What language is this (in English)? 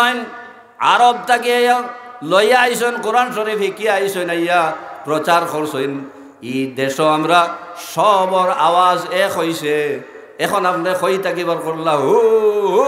Sylheti